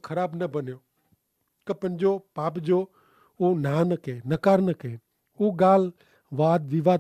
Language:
Kachhi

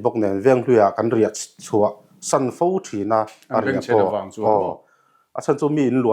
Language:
Mizo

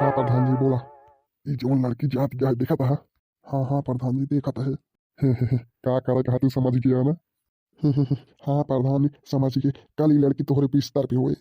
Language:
Bhojpuri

